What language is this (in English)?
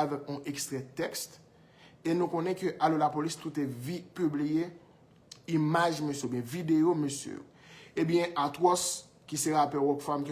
Haitian Creole